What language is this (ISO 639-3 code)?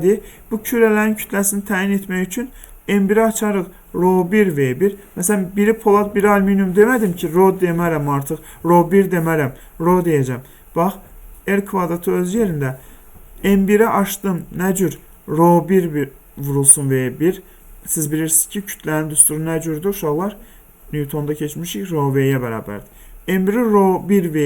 aze